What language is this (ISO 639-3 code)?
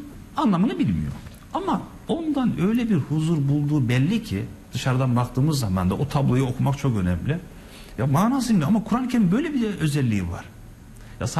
tur